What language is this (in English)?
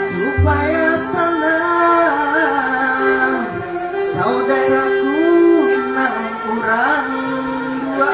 Banjar